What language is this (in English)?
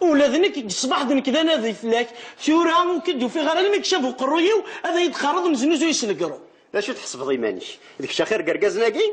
Kabyle